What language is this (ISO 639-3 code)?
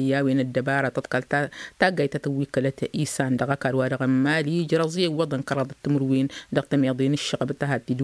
taq